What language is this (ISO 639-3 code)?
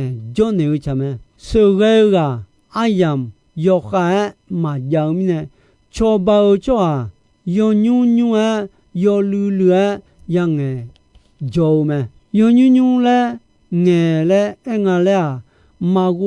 ahk